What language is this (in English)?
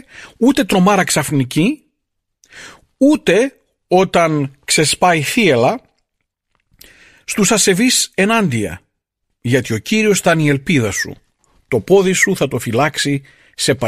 Greek